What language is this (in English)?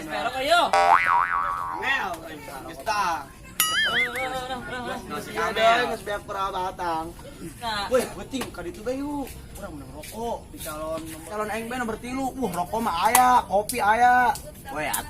Sundanese